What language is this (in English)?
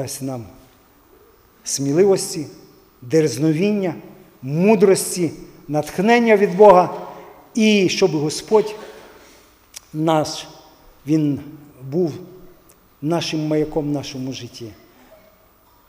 Ukrainian